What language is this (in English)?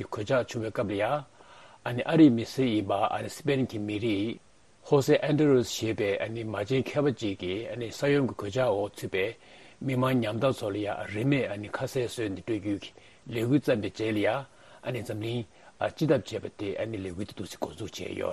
Tibetan